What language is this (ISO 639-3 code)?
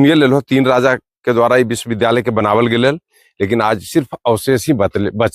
mag